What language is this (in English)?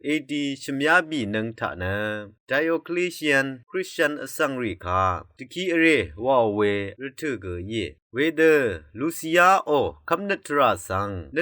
Rawang